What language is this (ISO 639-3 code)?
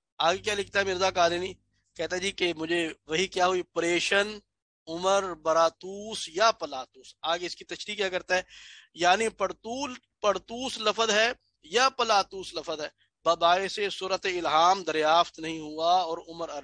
urd